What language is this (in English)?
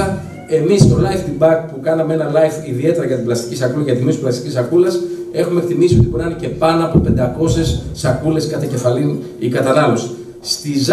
Greek